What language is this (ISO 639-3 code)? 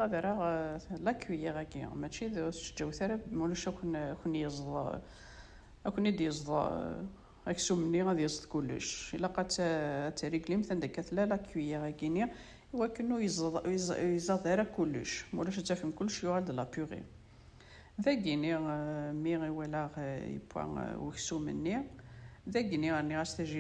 kab